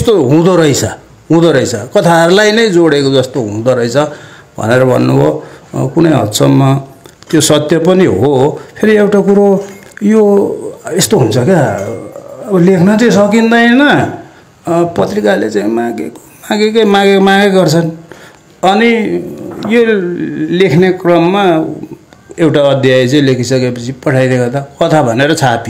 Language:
Nepali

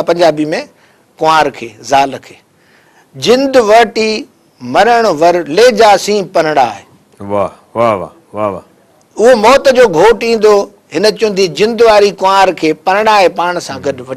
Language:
Sindhi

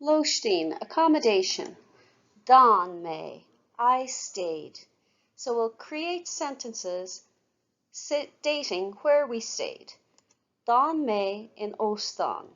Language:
Irish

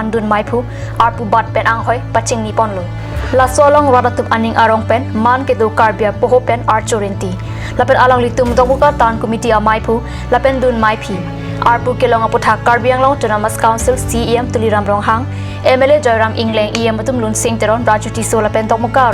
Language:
Karbi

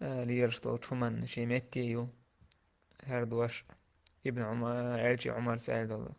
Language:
Chechen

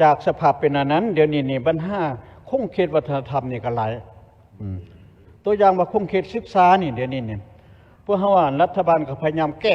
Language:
Lao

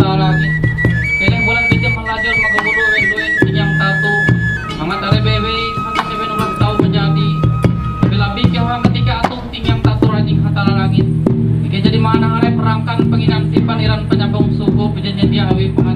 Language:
Ngaju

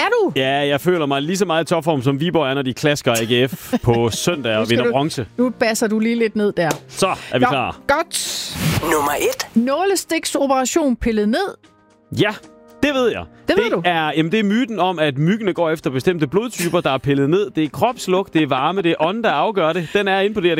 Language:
Danish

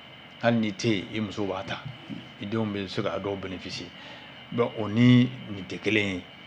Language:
Bambara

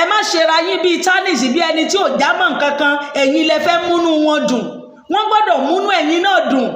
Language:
Yoruba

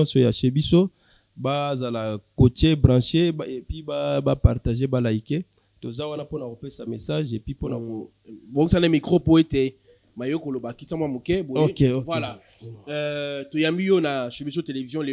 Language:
Lingala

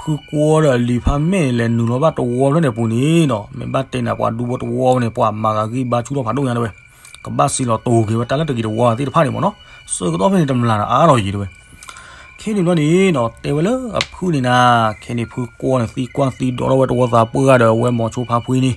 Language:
S'gaw Karen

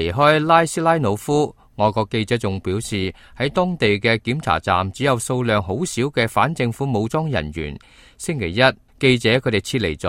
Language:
Cantonese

